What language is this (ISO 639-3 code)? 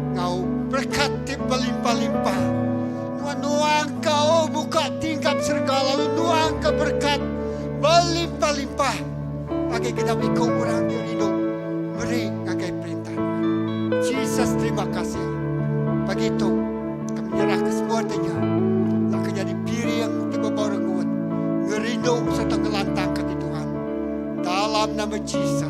iba